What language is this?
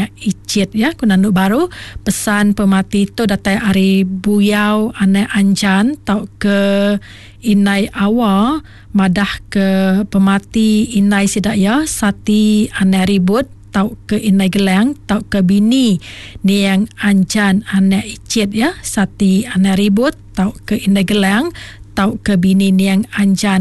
Iban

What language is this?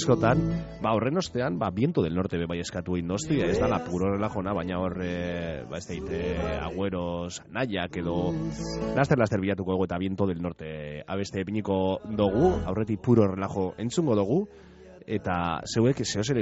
Basque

